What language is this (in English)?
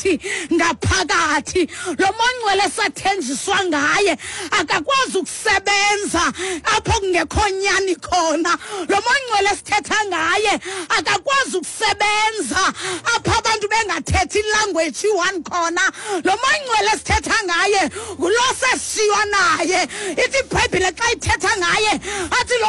Xhosa